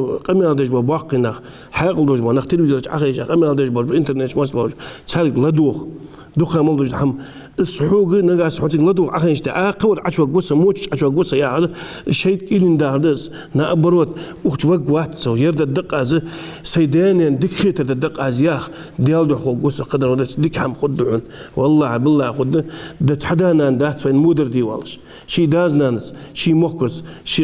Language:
Ingush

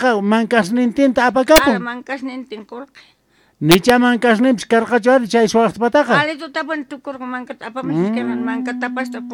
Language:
South Bolivian Quechua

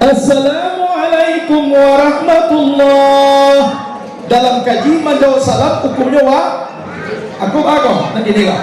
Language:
Minangkabau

